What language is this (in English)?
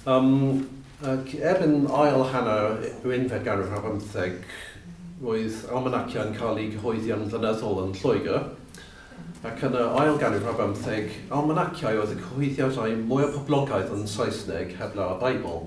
Welsh